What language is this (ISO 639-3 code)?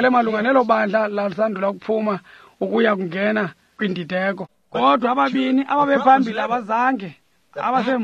xho